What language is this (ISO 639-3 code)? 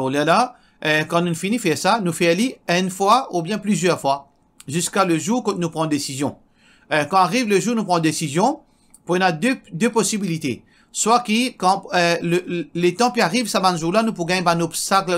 mfe